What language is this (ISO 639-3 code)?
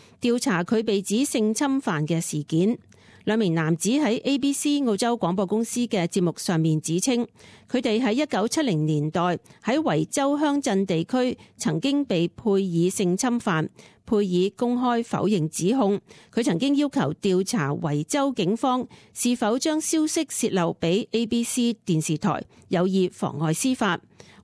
yue